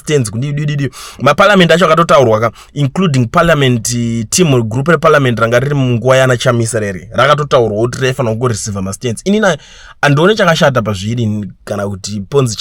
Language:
Shona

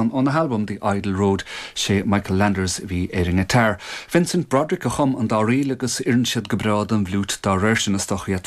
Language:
Irish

